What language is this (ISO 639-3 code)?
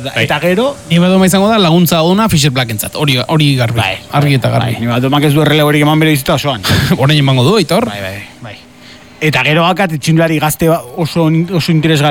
eus